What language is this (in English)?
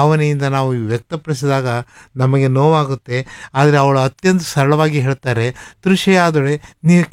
Kannada